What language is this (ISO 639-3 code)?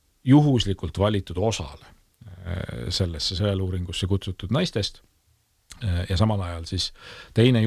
est